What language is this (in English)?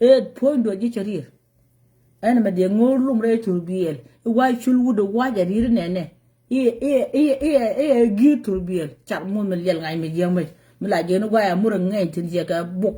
Nuer